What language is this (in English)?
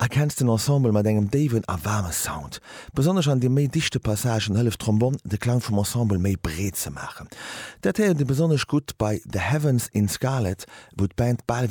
Luxembourgish